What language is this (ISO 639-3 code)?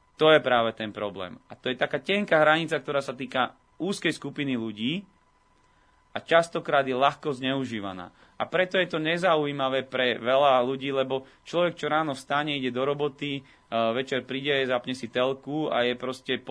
slk